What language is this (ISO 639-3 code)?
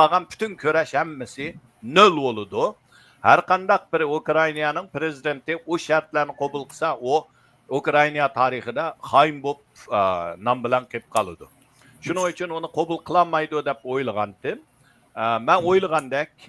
uig